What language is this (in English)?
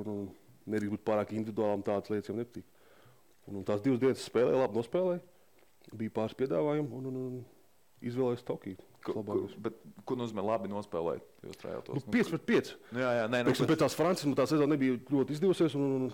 Latvian